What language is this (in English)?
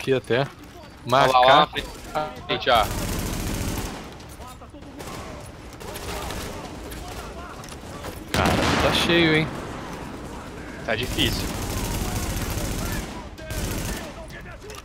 Portuguese